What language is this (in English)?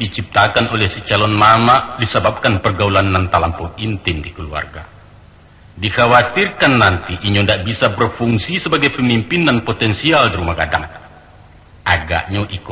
Minangkabau